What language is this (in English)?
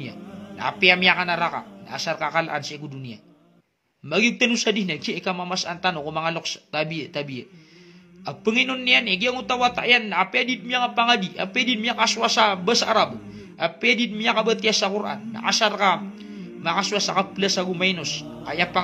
Maranao